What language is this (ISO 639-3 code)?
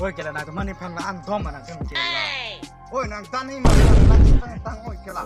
mjw